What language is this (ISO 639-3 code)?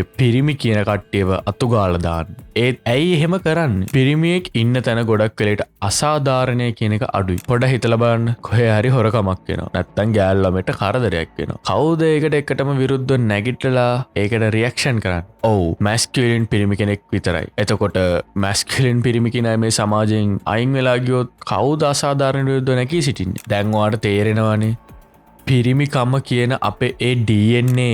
sin